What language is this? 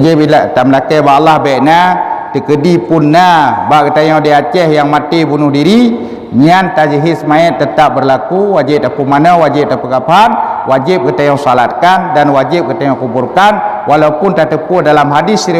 Achinese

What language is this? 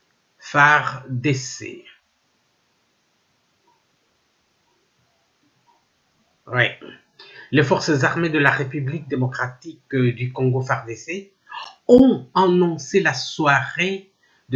French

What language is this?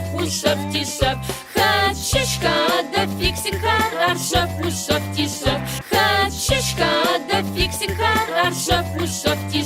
Adyghe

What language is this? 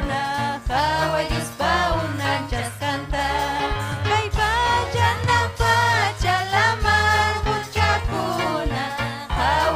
Ayacucho Quechua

